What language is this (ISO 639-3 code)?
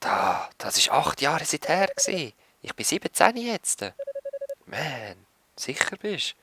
gsw